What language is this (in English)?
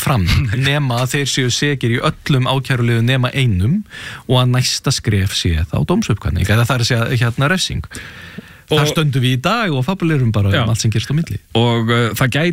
Icelandic